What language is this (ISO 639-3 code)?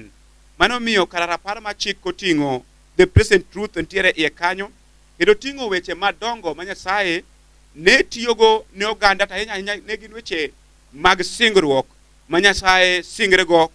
luo